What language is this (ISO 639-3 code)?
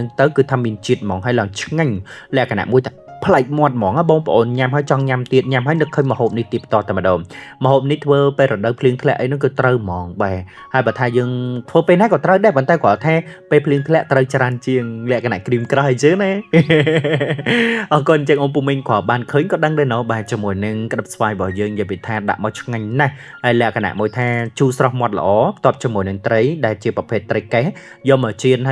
khm